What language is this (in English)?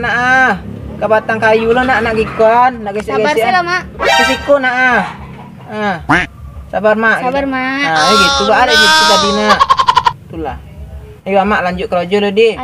Minangkabau